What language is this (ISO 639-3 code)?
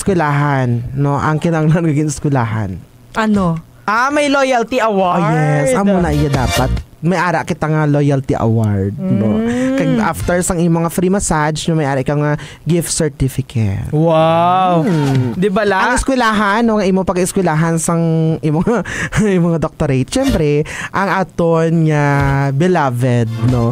hil